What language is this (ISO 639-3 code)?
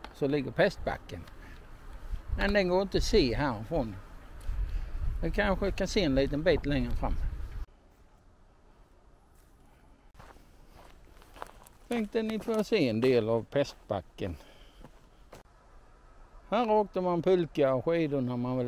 swe